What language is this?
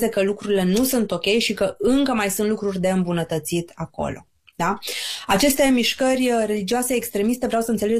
Romanian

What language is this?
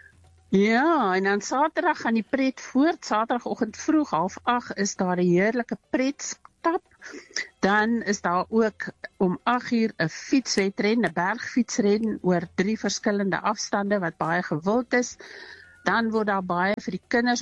Afrikaans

